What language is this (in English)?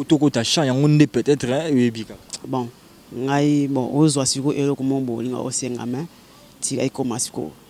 Lingala